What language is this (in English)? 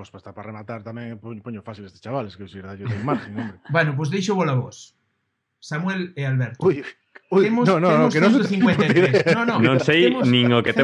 Galician